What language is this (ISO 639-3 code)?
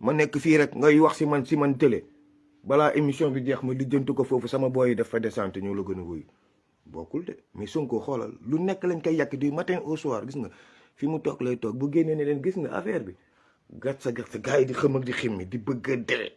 wol